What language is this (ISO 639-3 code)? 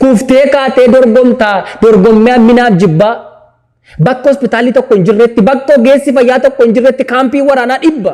orm